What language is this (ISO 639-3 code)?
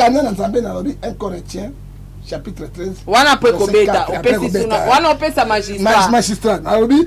lin